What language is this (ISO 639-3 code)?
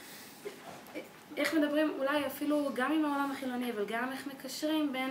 heb